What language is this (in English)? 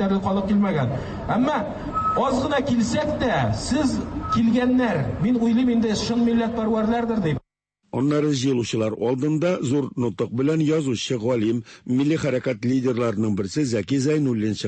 Tatar